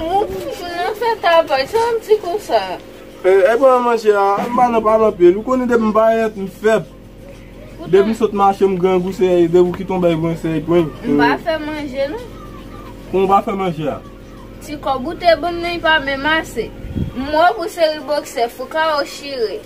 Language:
Haitian Creole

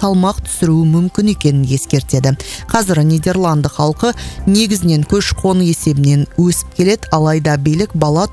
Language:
Kazakh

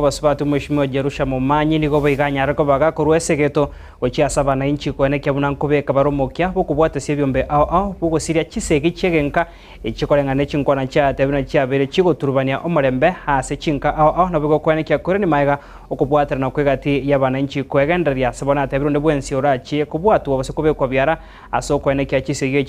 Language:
Gusii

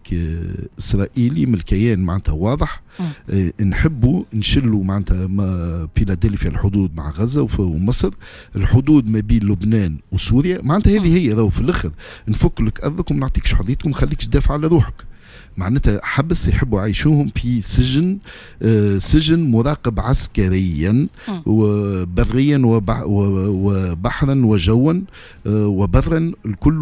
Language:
Tunisian Arabic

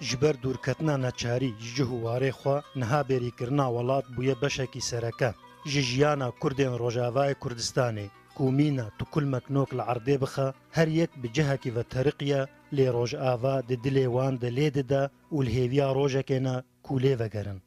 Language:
Kurdish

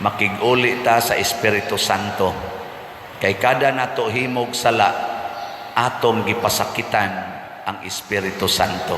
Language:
Cebuano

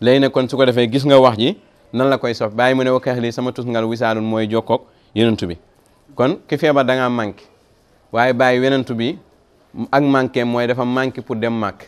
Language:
Wolof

